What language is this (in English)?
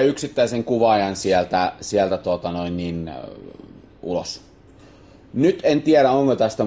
Finnish